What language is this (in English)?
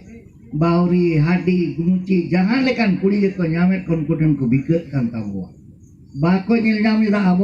Santali